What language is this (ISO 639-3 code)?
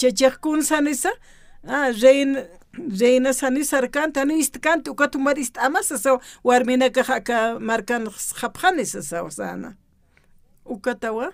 aym